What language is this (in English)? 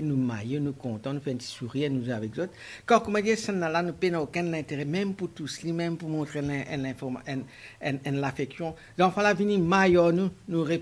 Morisyen